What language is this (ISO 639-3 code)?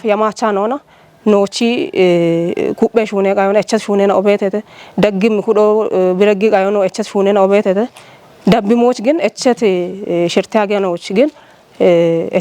kbr